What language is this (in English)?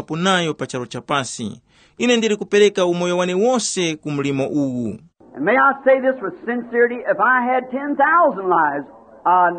Tumbuka